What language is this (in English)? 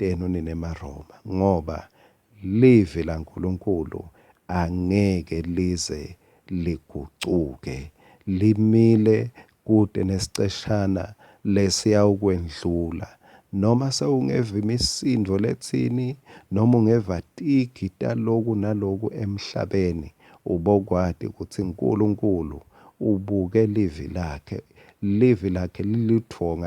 Swati